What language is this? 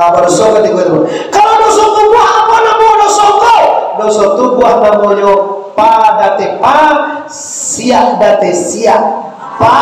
Minangkabau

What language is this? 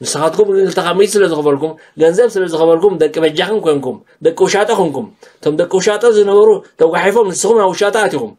Tigrinya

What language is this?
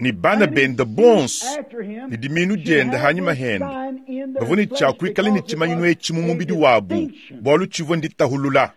Luba-Lulua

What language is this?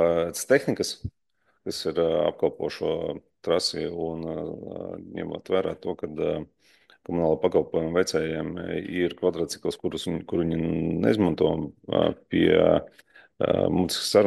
Latvian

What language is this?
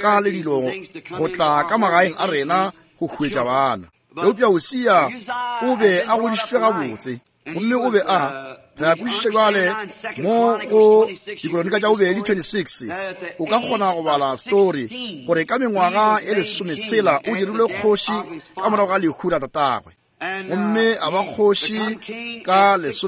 Northern Sotho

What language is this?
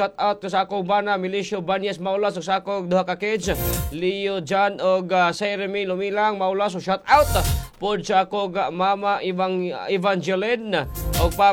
Cebuano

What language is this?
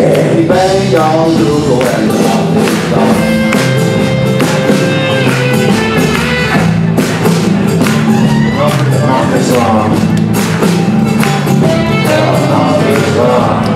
Dutch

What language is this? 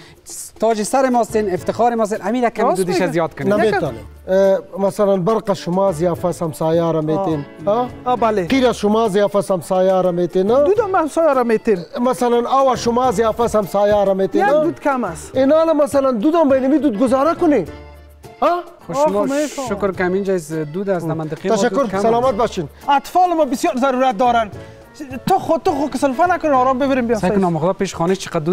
Persian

